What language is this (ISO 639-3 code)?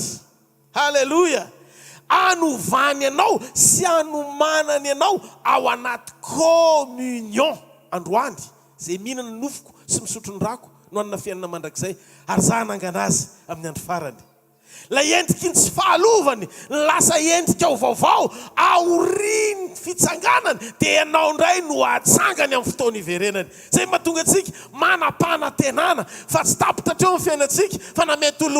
mlg